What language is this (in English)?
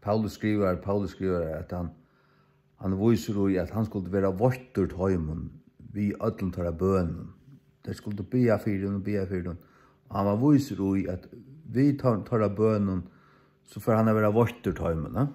Faroese